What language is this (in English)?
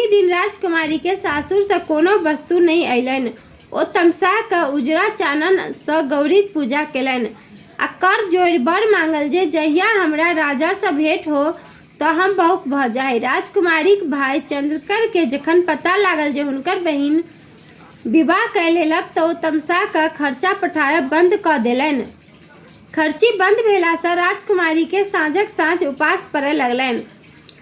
Maithili